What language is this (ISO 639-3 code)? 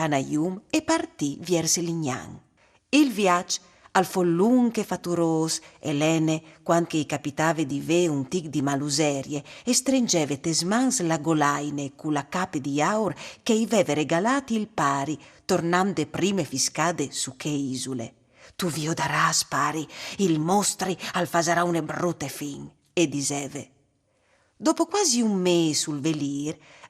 fur